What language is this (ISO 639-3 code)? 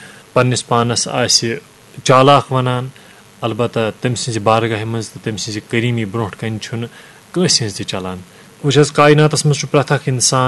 kas